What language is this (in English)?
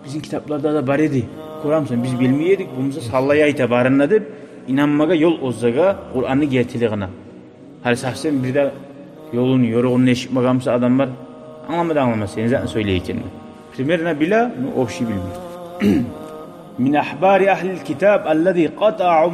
Kumyk